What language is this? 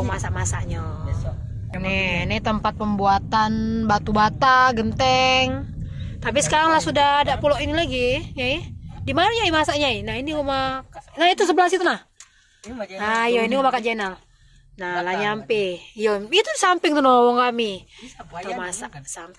Musi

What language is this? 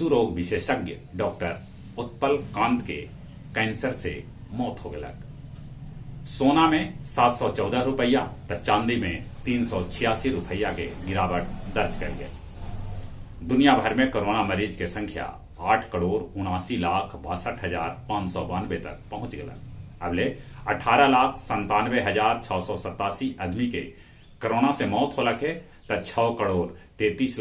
Magahi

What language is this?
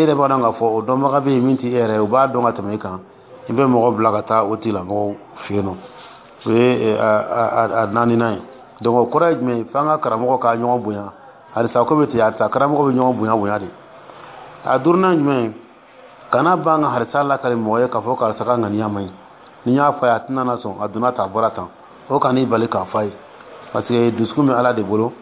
Dyula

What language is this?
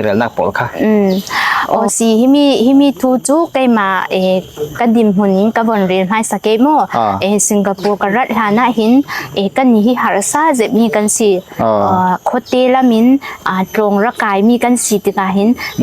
Falam Chin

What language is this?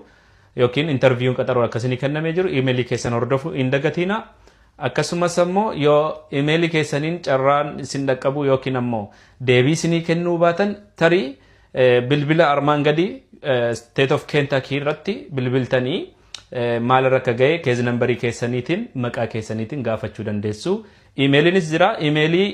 Oromo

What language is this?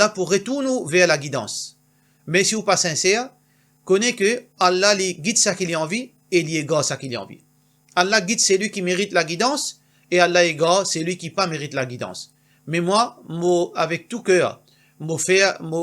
Morisyen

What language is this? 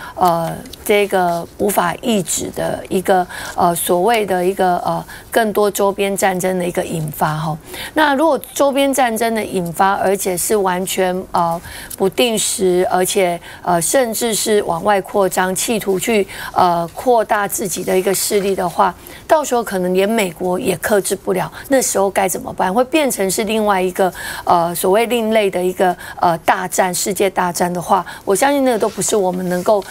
Chinese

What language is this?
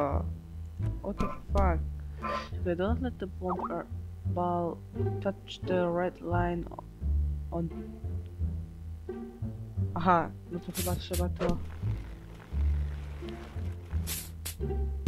Polish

